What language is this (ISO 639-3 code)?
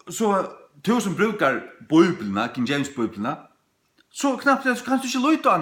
fao